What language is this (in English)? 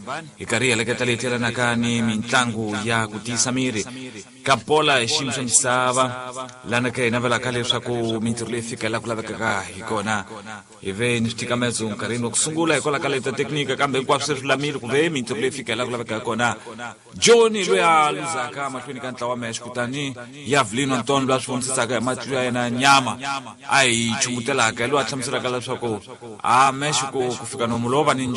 Tsonga